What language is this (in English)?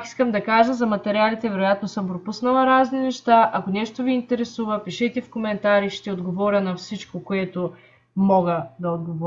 Bulgarian